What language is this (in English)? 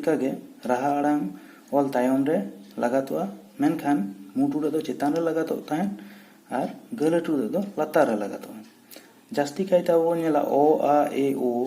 Santali